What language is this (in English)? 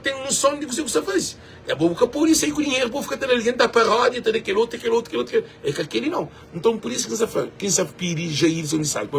Kabuverdianu